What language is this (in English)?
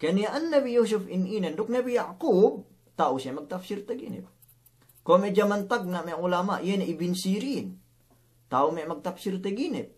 Yakan